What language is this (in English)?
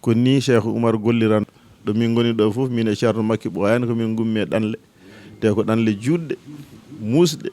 Fula